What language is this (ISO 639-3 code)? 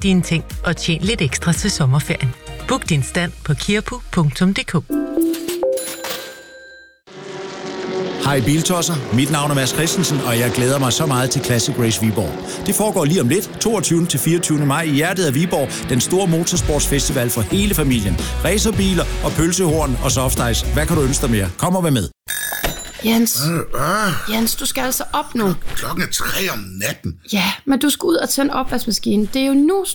dan